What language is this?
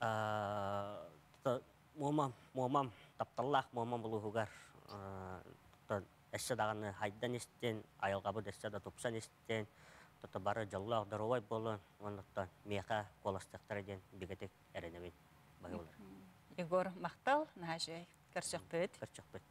Yakut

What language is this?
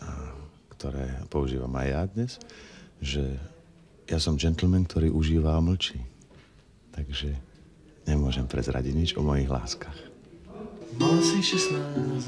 Slovak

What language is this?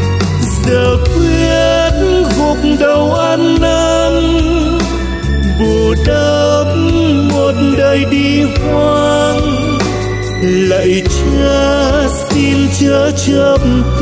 Vietnamese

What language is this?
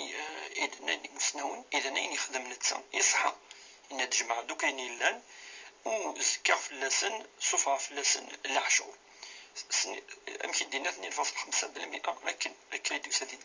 Kabyle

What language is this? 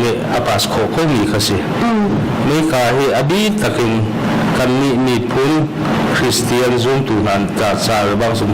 Hakha Chin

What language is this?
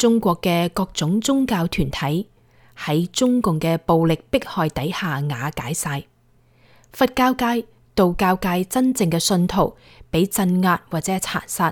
Cantonese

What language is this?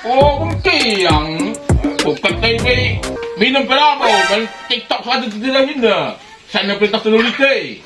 Batak Karo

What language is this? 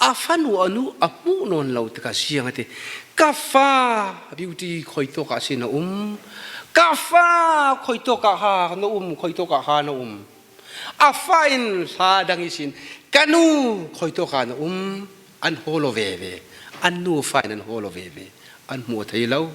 Falam Chin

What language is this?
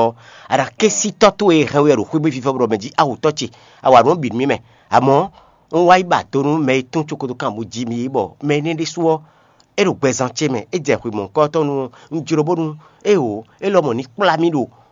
Fon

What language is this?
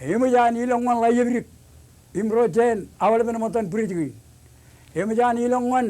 Marshallese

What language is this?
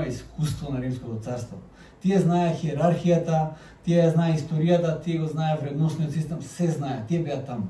Macedonian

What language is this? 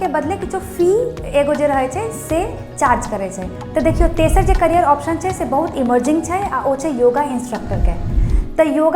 Maithili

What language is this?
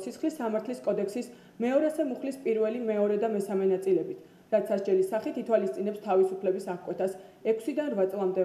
Georgian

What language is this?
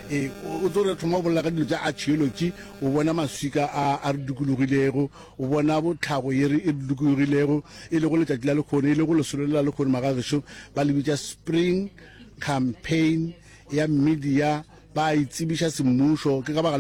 Northern Sotho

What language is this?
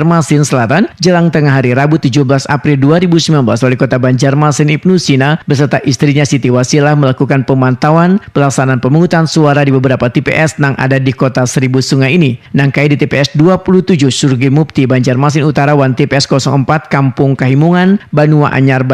Banjar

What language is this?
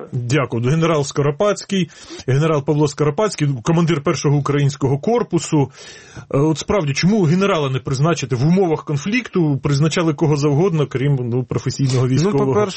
Ukrainian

